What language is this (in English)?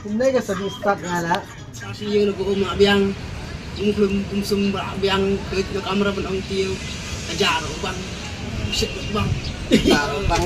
Khasi